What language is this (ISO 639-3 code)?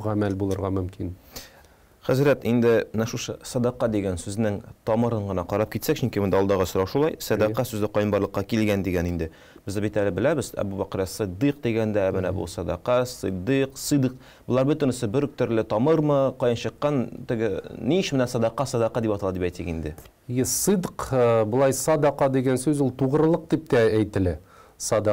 tat